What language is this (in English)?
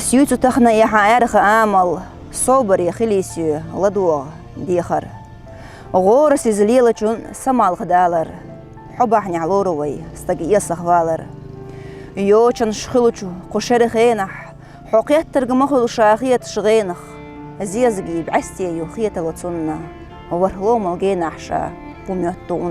Chechen